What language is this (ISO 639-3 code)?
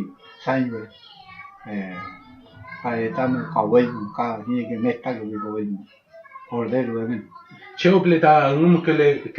arn